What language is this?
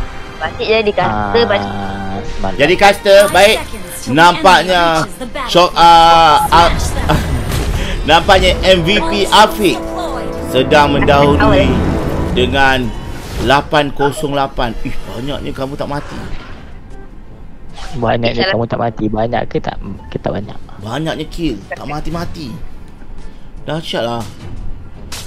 Malay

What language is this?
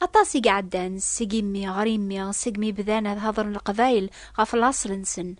Kabyle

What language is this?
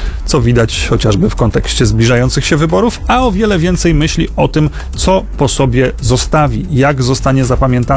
Polish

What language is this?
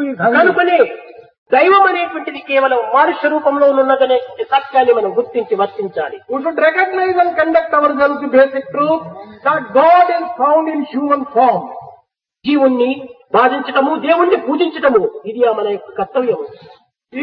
Telugu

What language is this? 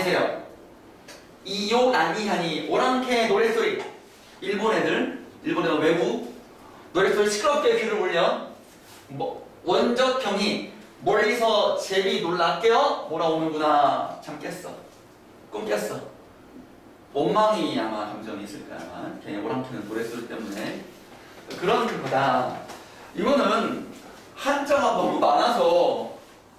Korean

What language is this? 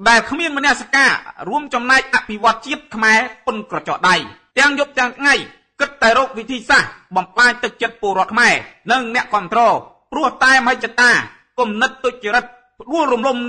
Khmer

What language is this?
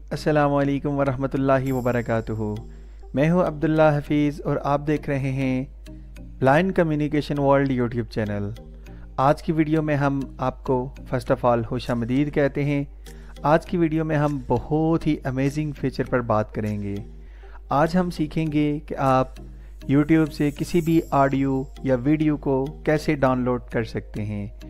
Hindi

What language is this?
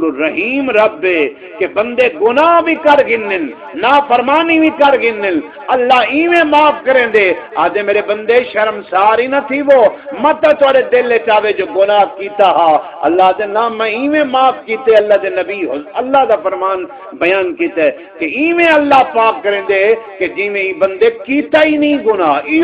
Saraiki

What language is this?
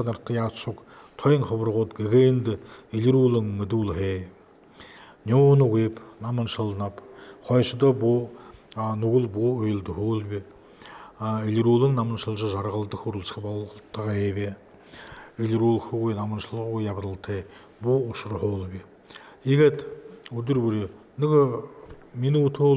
Buriat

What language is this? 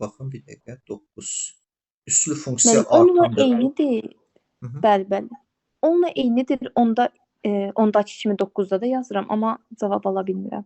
Azerbaijani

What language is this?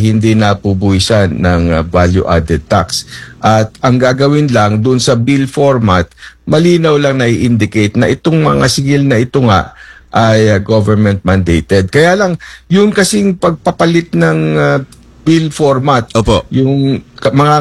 Filipino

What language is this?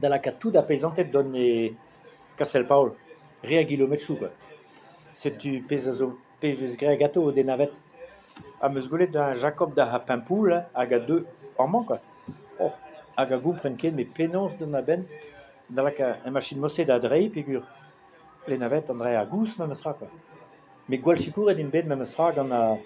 Breton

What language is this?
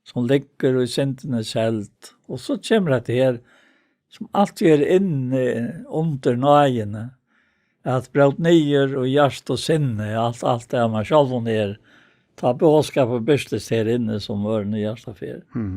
Faroese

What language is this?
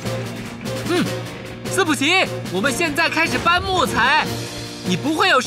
Chinese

